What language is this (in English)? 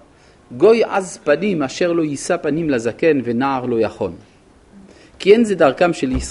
Hebrew